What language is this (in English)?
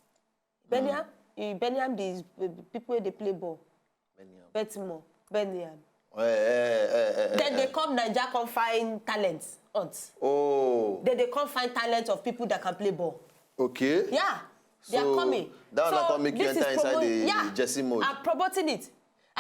Nigerian Pidgin